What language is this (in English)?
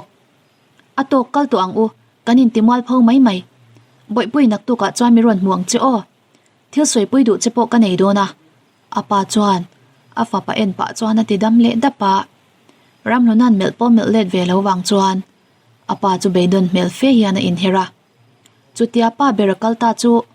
Mizo